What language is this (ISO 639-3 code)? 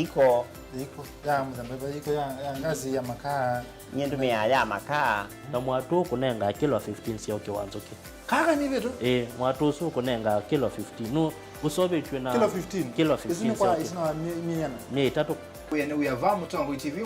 kam